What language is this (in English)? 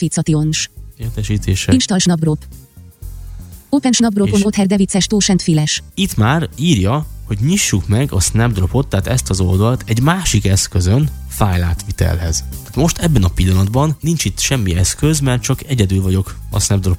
Hungarian